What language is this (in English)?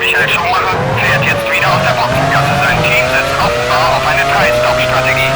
Bavarian